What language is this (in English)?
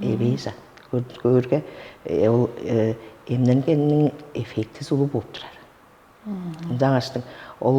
Tuvinian